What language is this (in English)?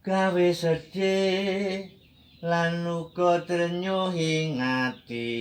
Javanese